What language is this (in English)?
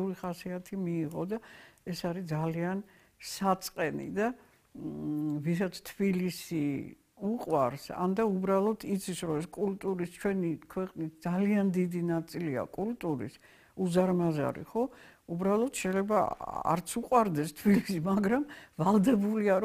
Georgian